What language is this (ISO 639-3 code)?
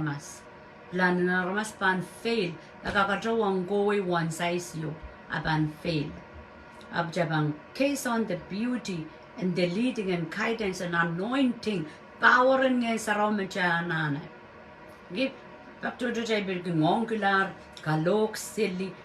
pon